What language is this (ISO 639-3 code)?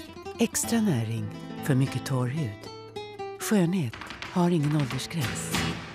swe